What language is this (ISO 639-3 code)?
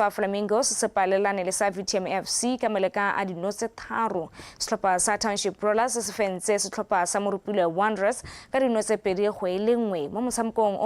tsn